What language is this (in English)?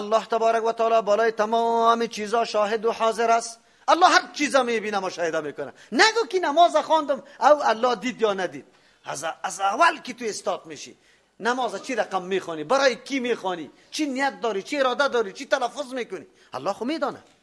Persian